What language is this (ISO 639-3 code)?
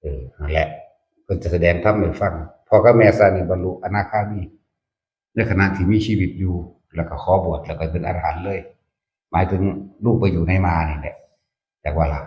tts